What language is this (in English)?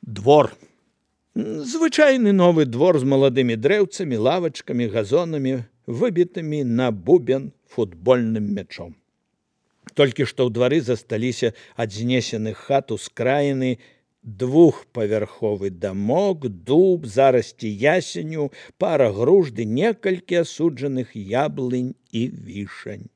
Belarusian